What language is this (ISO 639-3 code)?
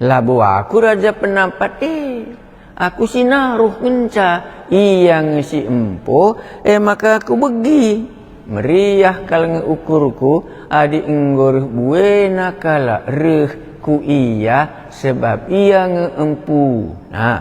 btx